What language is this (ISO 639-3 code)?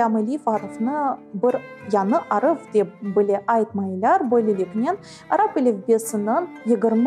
crh